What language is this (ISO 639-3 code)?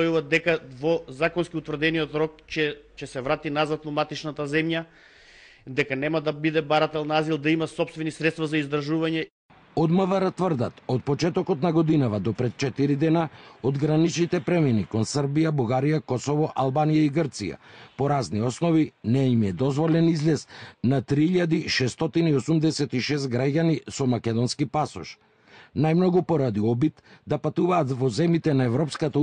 mkd